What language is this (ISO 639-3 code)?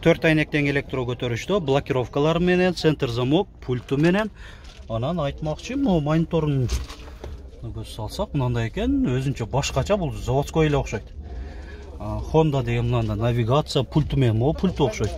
kir